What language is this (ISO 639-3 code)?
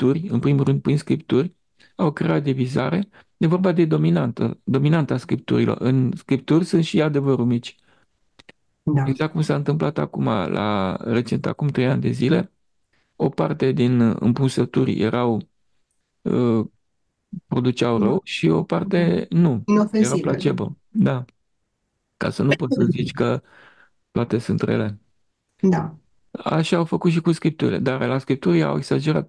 ron